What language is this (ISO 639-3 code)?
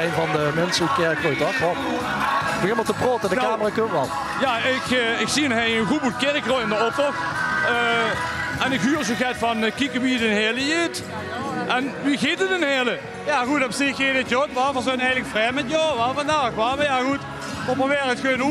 lim